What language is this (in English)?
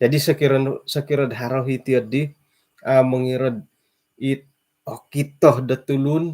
Central Dusun